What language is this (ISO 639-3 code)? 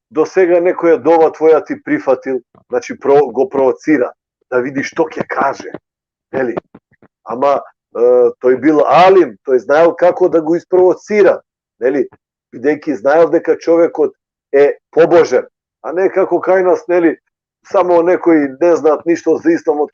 rmn